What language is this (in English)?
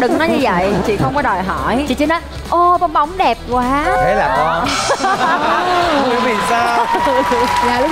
Vietnamese